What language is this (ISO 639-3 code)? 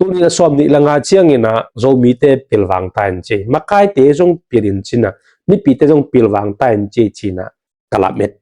ctd